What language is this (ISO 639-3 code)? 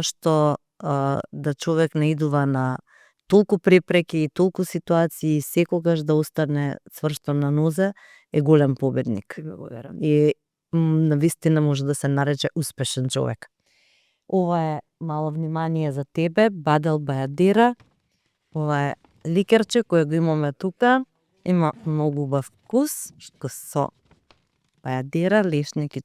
mkd